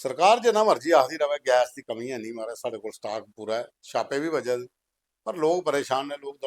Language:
Dogri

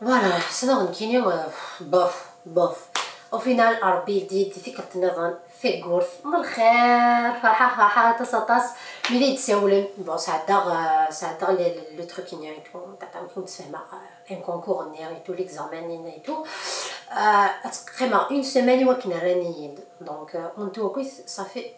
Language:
Kabyle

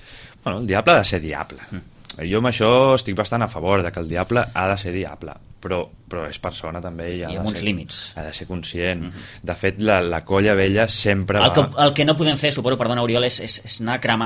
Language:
Catalan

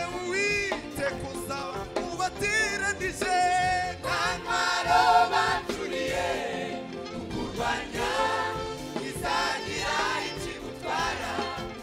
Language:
Kinyarwanda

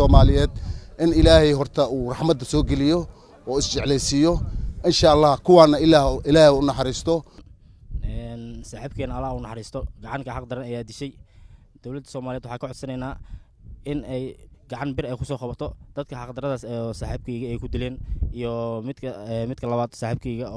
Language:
Somali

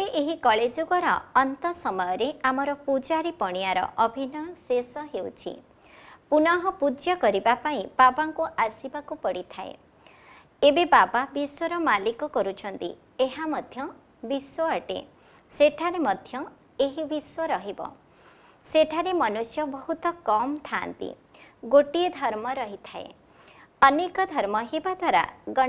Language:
Odia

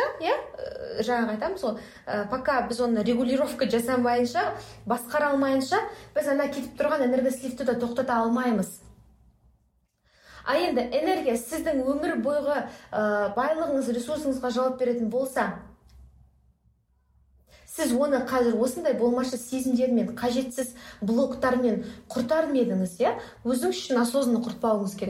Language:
Kazakh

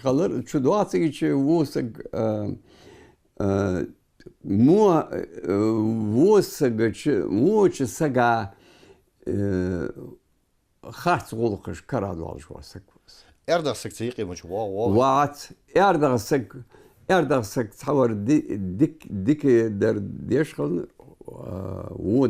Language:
Ingush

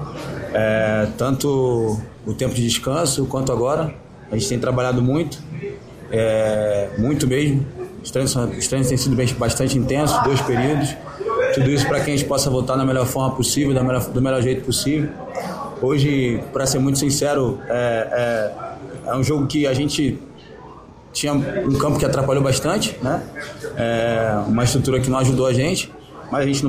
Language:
Portuguese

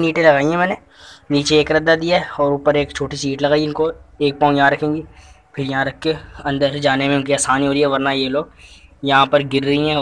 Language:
Hindi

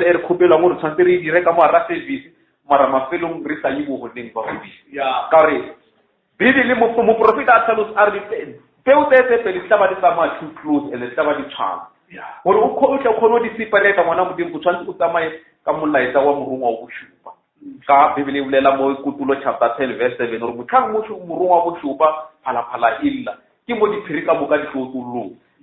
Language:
Northern Sotho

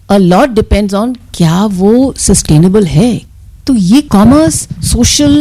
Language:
Hindi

